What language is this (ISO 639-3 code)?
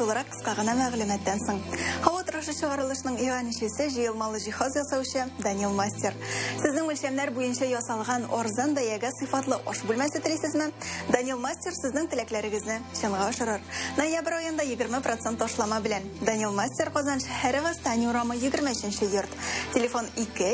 tat